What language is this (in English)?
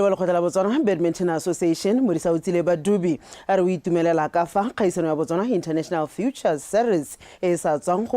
Tswana